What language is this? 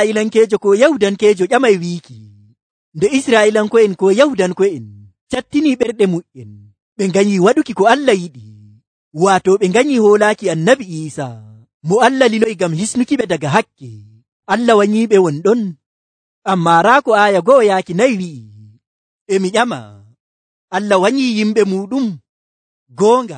Nigerian Fulfulde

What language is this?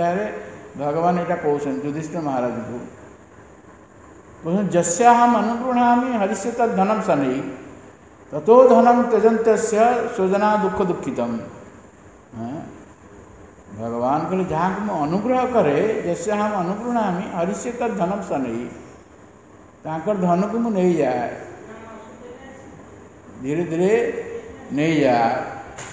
Odia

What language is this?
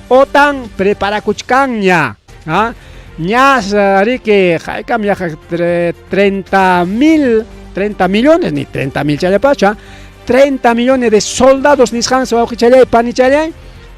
Ayacucho Quechua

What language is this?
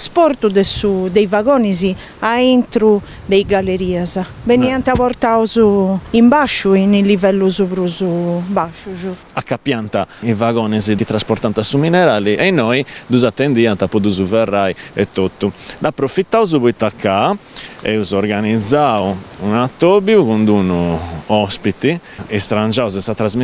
Sardinian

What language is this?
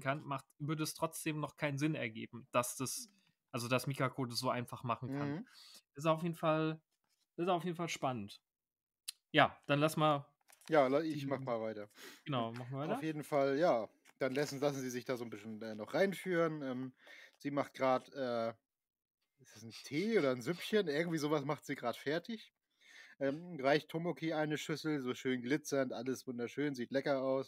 German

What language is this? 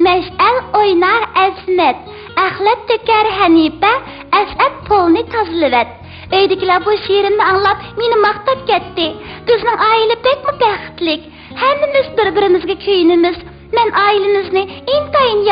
Uyghur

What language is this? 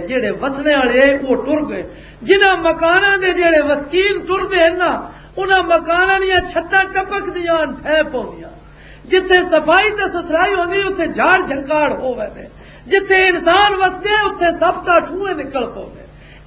Western Panjabi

